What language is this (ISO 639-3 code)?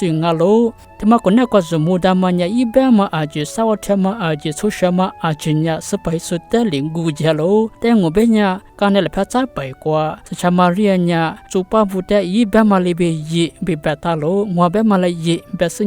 lis